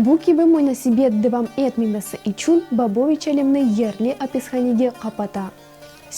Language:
Crimean Tatar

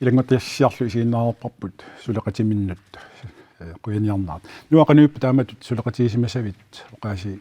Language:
Kalaallisut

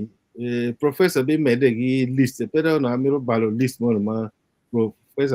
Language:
Acoli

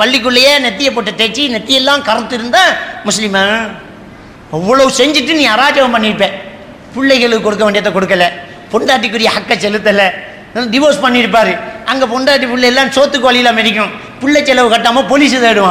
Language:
Tamil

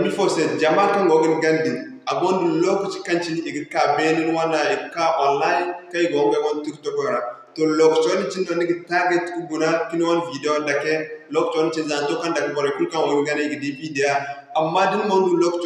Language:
Zarma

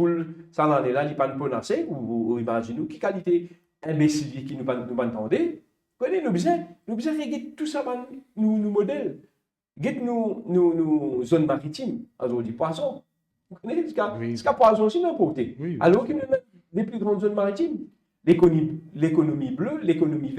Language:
Morisyen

